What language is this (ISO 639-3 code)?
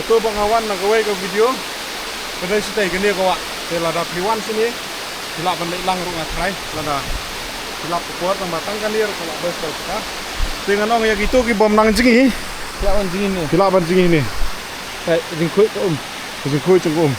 kha